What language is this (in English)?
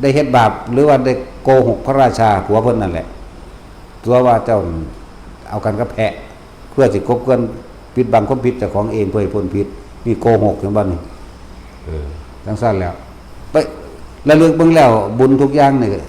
Lao